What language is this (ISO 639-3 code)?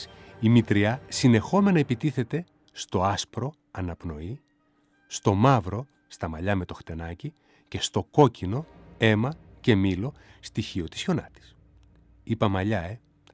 ell